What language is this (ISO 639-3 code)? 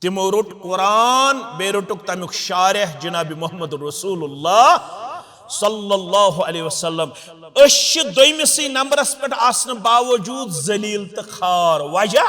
kas